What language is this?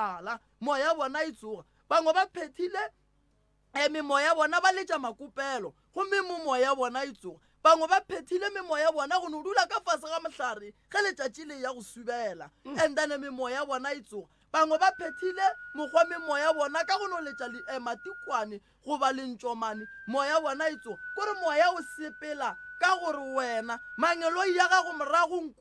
Northern Sotho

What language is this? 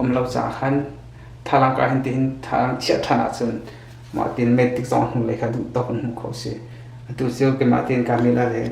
Hakha Chin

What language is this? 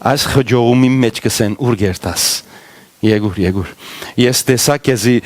Western Armenian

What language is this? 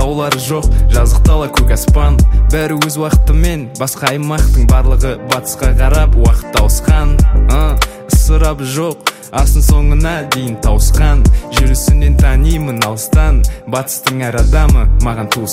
Kazakh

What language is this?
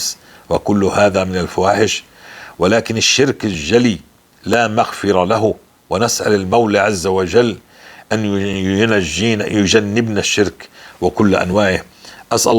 North Levantine Arabic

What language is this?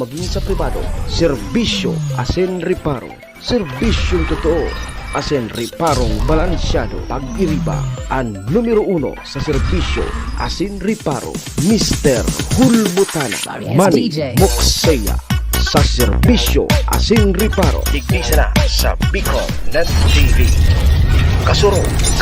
Bikol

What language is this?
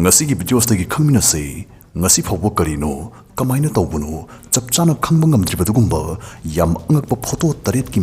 Manipuri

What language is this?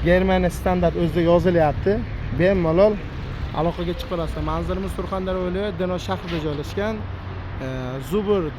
Uzbek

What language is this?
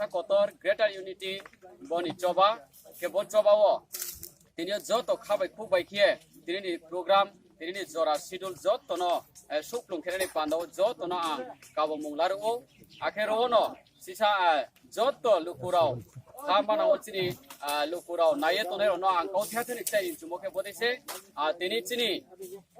Riang (India)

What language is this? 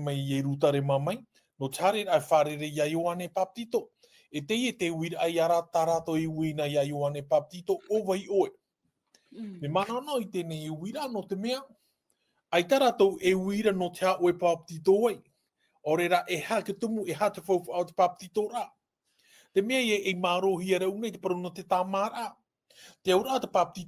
Tahitian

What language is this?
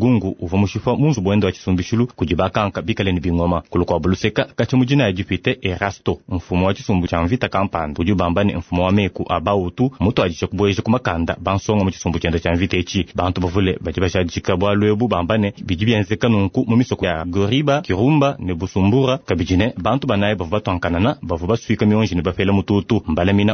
Luba-Lulua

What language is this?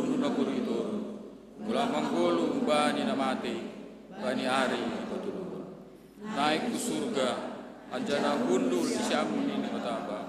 Batak Simalungun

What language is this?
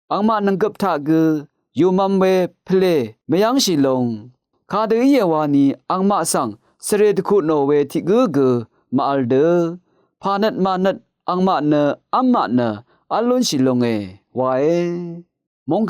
Rawang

